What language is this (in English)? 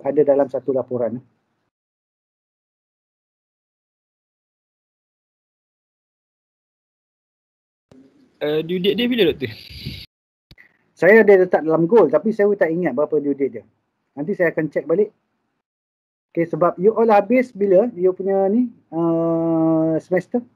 Malay